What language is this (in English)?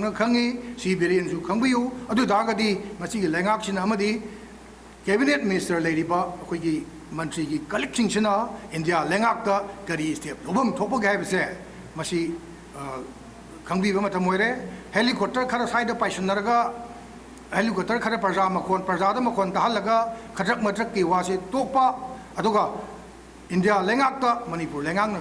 Manipuri